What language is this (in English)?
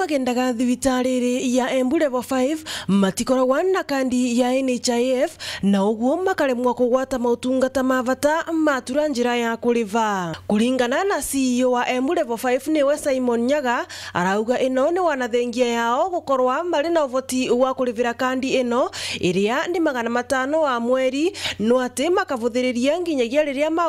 Meru